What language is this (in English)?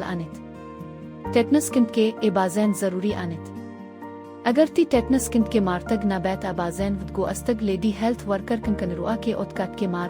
Baluchi